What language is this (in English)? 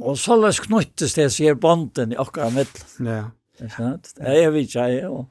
Faroese